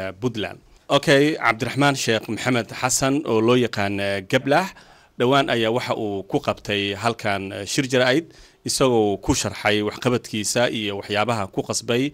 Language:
Somali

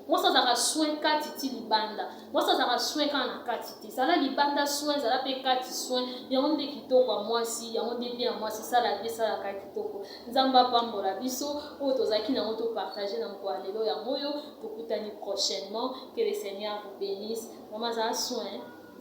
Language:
Lingala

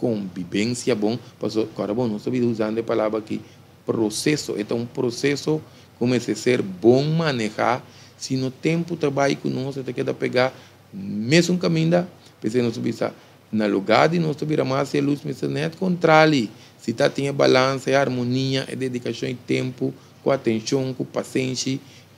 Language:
Papiamento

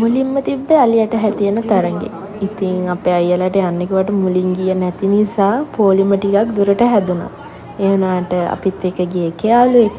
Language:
Sinhala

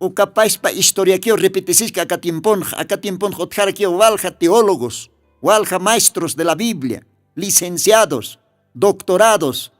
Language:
Aymara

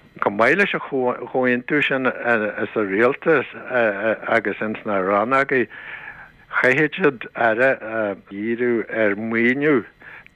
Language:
Irish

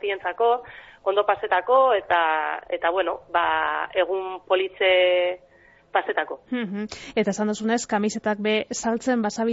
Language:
Basque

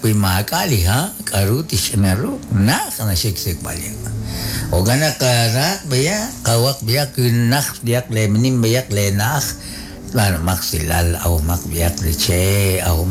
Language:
Kekchí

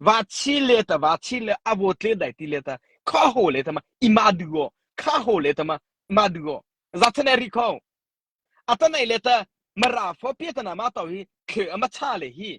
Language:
Mara Chin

